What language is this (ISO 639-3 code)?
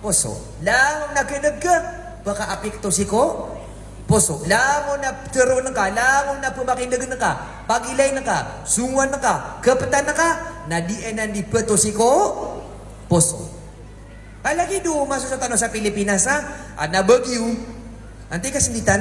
mrw